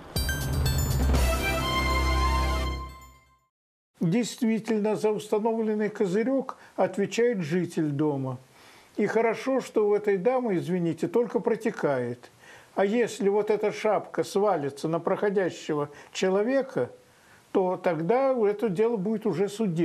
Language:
Russian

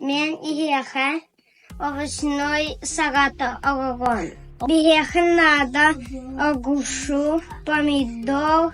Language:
Yakut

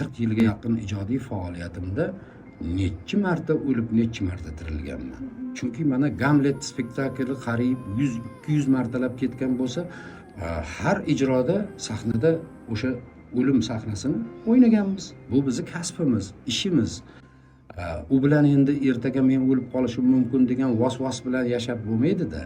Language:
Uzbek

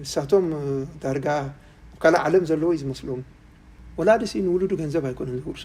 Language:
Tigrinya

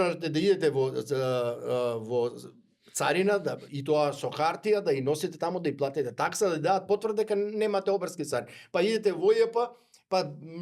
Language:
Macedonian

